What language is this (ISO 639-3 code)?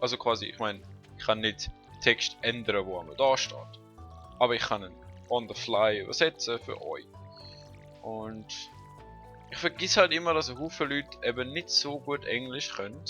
gsw